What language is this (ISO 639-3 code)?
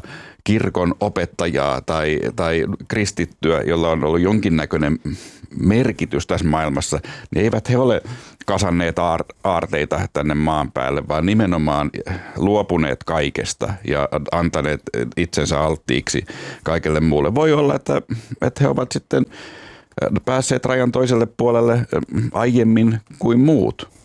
fin